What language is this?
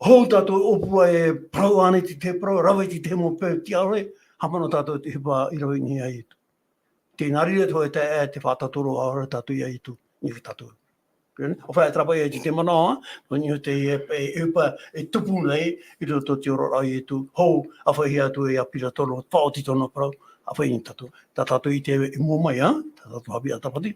Tahitian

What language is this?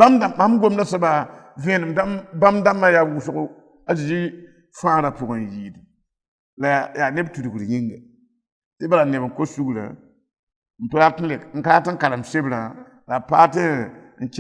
Mossi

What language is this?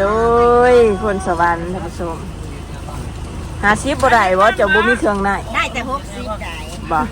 Lao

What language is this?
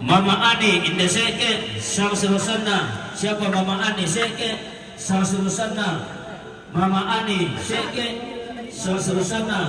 Toraja-Sa'dan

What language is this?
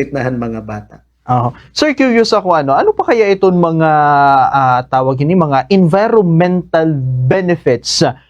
Waray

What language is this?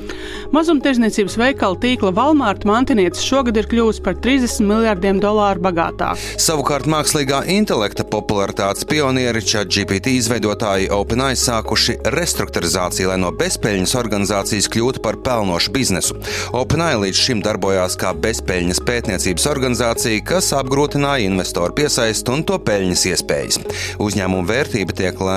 Latvian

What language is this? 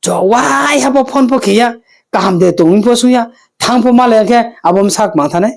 Riang (India)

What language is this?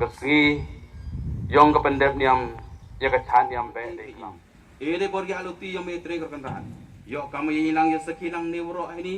Khasi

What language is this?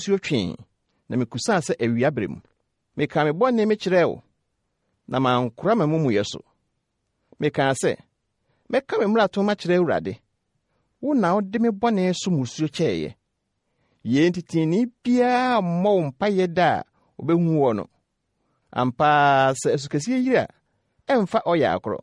Akan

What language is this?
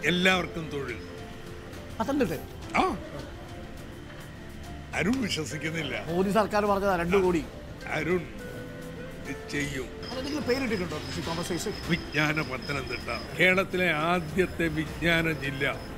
Malayalam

